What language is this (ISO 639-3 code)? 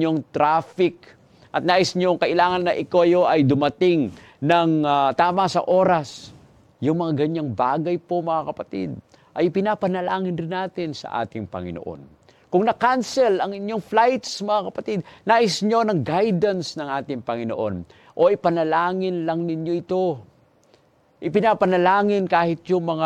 fil